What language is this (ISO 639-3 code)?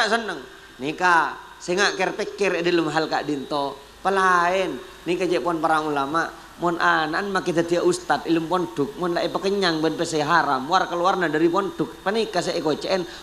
mad